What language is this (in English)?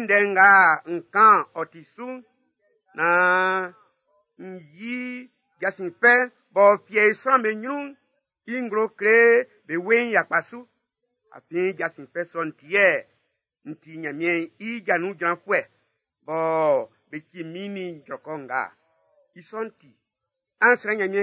Baoulé